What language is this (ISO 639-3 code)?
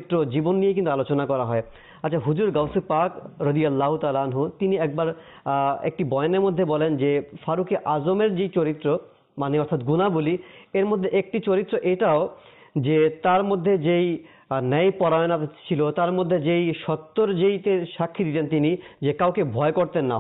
ben